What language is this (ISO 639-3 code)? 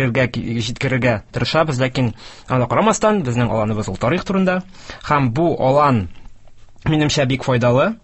tat